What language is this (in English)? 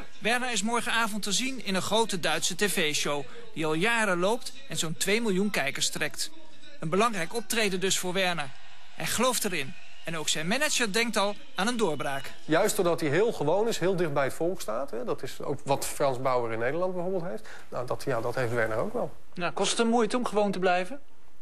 Dutch